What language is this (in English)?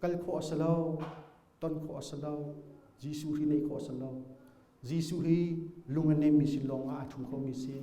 Hakha Chin